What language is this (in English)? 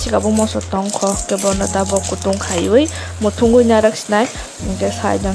Kok Borok